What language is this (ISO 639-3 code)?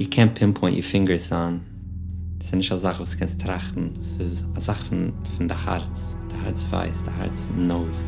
yid